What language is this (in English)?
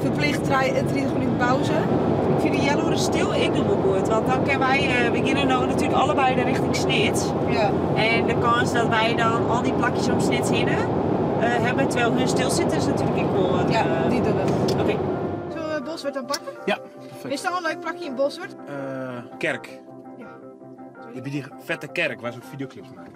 Western Frisian